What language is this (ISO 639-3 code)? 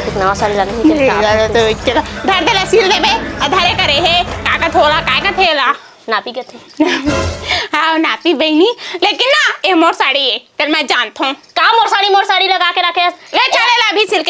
hne